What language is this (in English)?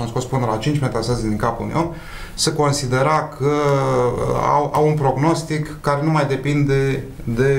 Romanian